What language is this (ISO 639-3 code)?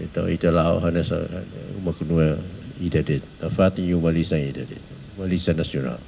tet